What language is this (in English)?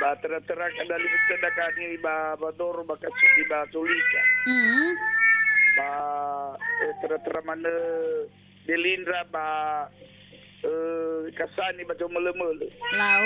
Nias